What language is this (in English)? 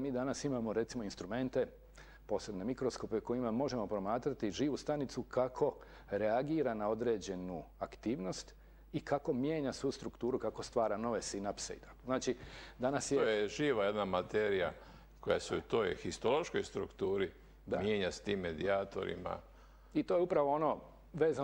Croatian